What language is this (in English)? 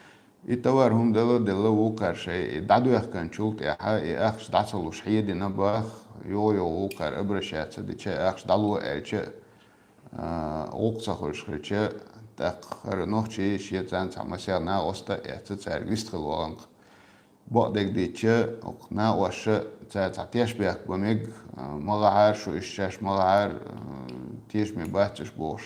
Chechen